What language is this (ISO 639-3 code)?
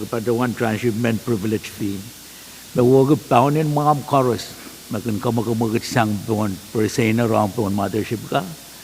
pon